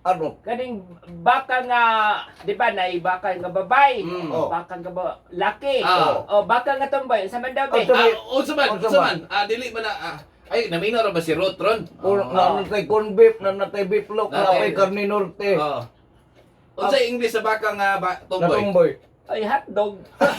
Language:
Cebuano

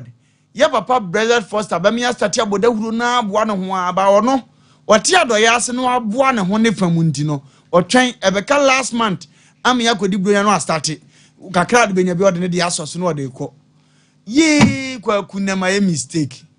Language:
Akan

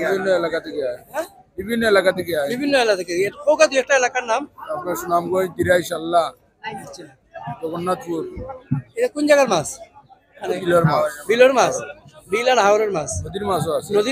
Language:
Sylheti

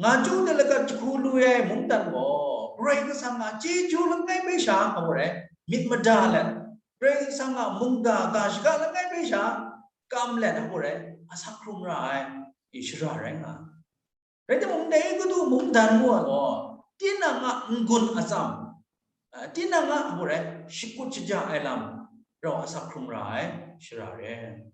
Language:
Kachin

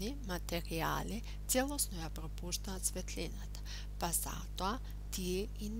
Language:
Macedonian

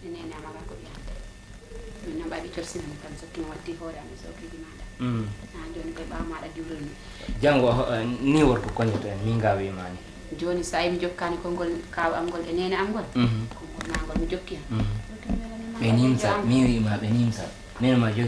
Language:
Fula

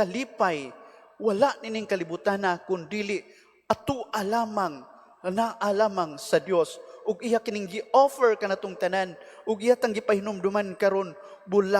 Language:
Cebuano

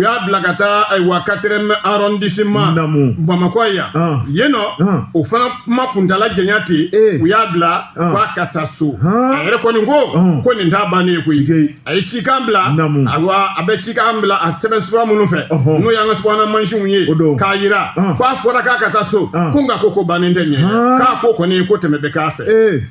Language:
Bambara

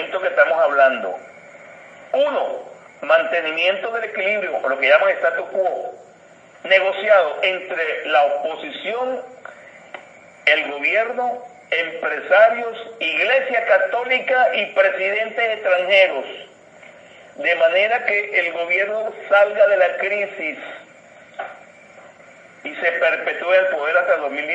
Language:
Spanish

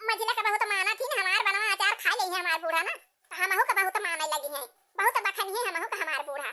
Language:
Awadhi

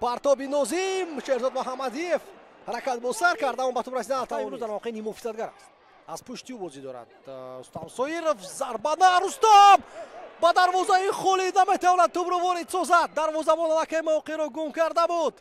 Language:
Tajik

